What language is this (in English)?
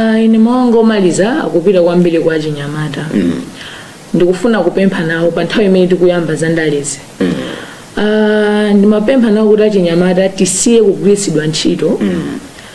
Nyanja